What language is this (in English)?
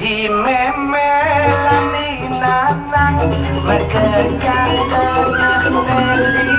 Balinese